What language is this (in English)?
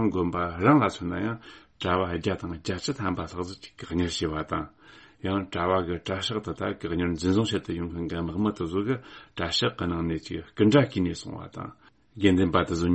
Tibetan